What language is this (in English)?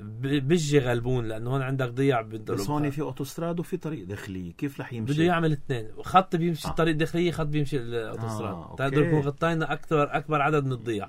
North Levantine Arabic